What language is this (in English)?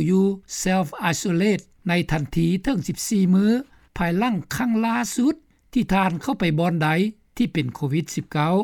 Lao